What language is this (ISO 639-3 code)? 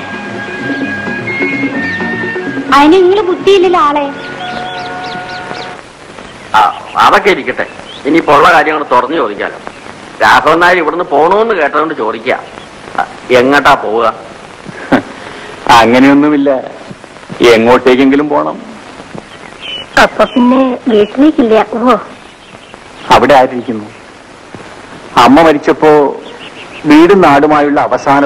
mal